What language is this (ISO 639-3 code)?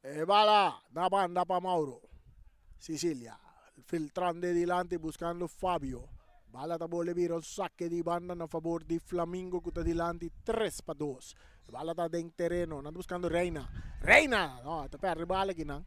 pap